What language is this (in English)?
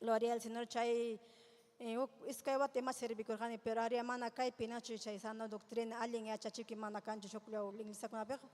Ayacucho Quechua